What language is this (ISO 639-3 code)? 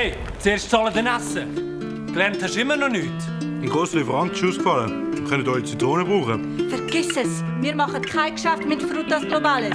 gsw